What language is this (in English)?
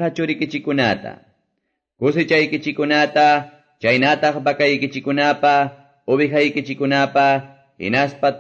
Quechua